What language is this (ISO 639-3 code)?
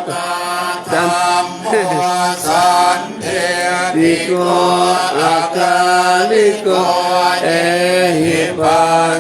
pli